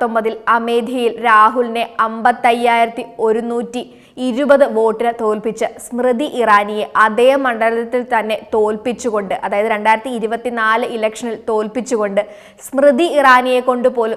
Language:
Malayalam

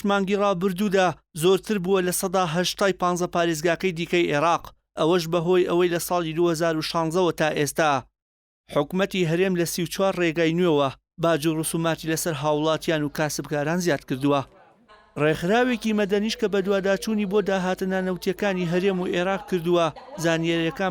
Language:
Central Kurdish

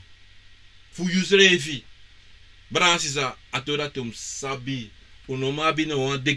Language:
Sranan Tongo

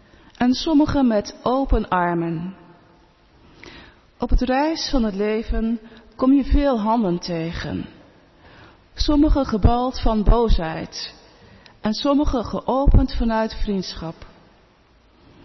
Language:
Dutch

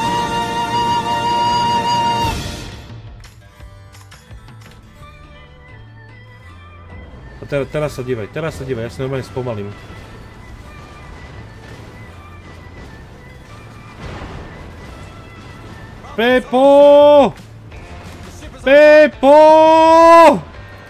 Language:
Slovak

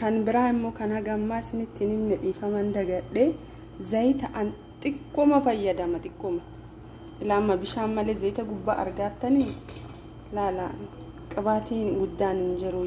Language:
Oromo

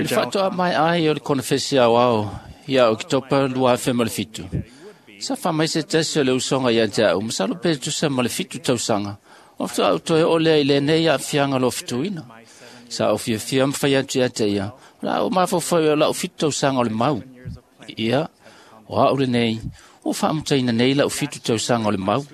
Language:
Samoan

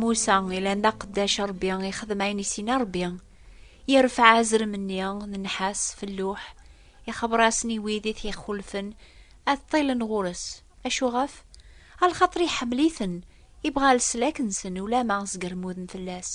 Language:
Kabyle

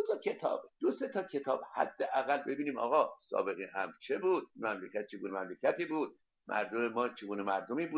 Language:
Persian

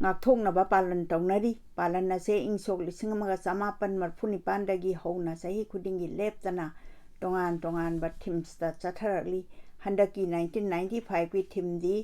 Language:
Manipuri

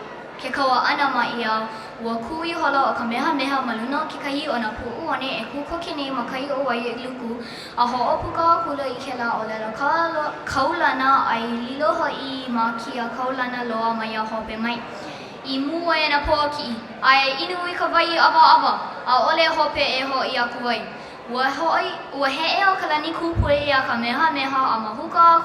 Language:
Hawaiian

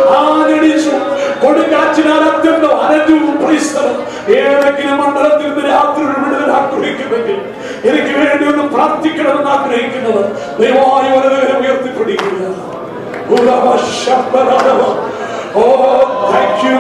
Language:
Malayalam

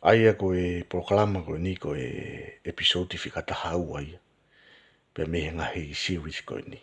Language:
Tongan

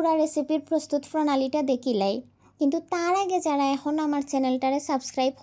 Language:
Sylheti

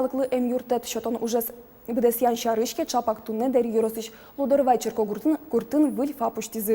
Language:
Udmurt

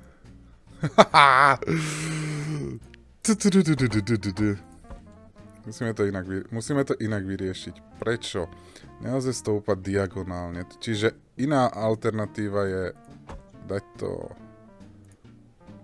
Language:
Slovak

